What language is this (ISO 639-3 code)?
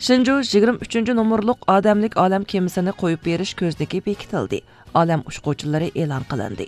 uig